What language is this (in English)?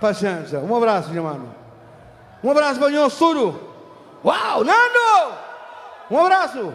Kabuverdianu